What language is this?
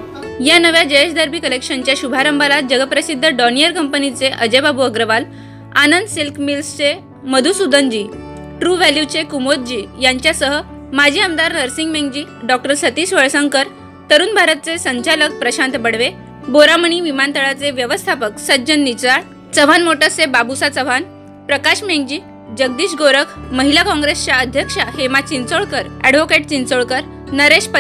Marathi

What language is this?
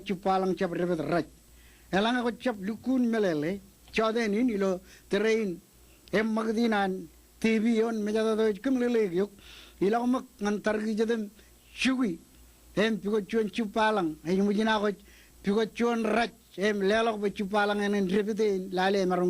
Marshallese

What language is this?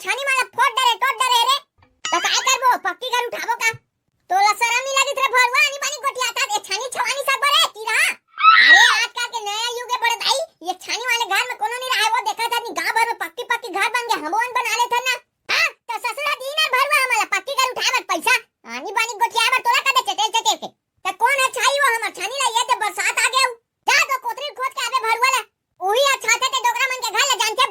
Chhattisgarhi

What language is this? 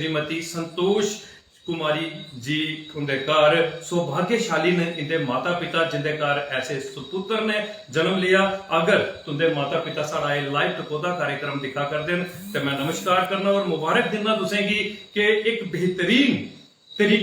Dogri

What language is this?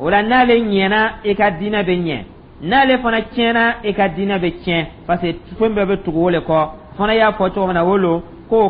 Dyula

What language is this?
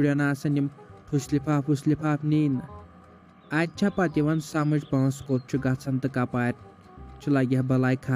Kashmiri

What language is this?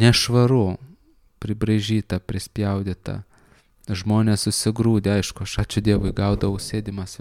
Lithuanian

